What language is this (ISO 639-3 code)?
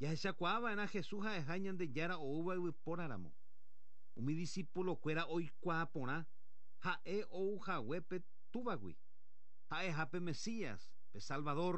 grn